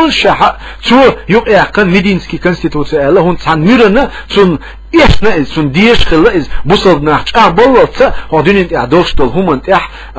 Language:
Chechen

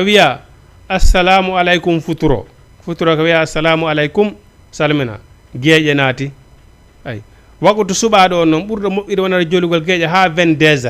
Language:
Fula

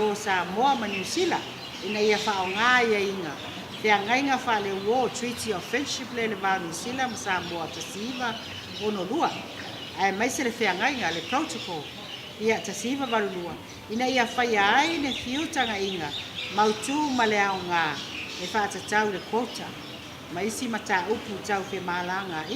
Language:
Samoan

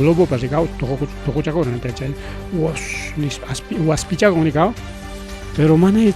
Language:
Ayacucho Quechua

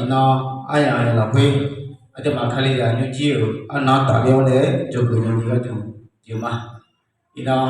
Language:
Akha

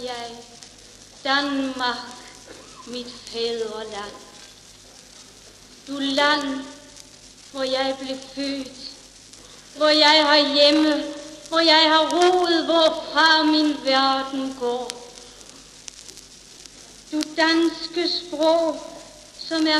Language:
Danish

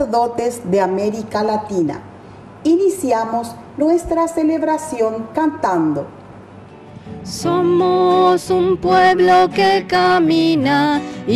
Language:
Spanish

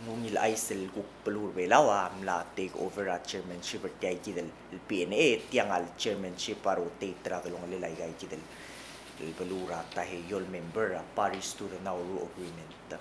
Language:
Palauan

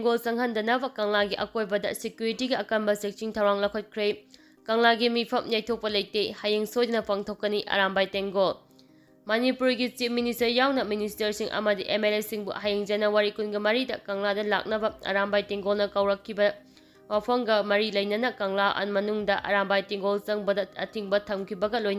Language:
Manipuri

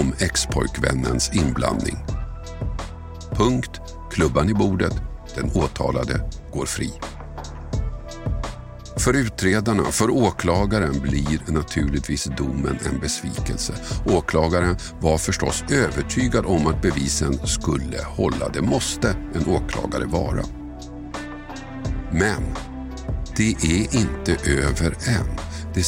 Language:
Swedish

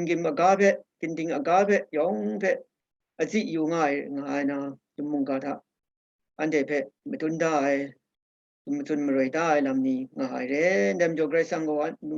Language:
Kachin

